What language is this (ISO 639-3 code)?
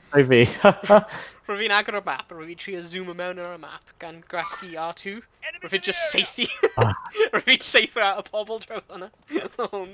cym